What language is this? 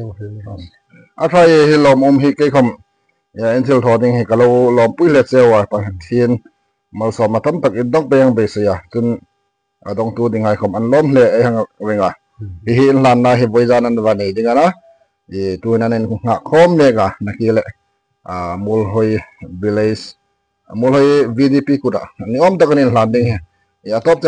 Hmar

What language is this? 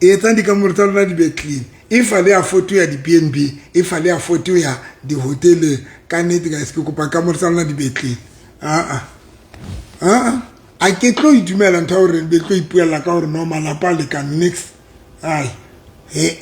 Southern Sotho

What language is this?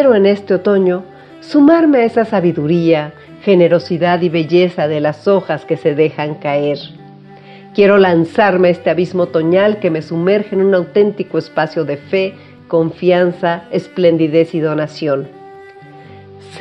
Spanish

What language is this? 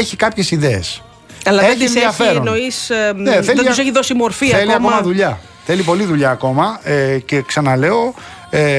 Greek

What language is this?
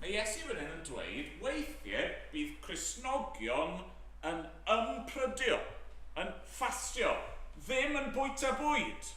Welsh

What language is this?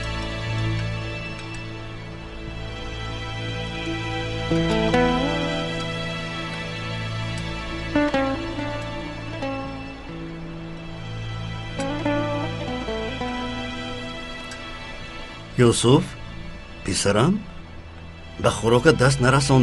Persian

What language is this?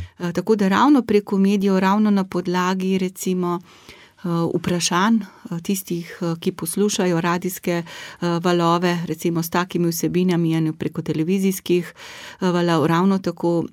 Slovenian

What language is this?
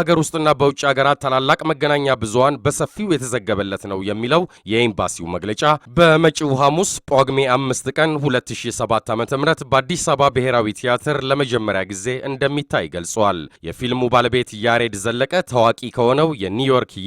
Amharic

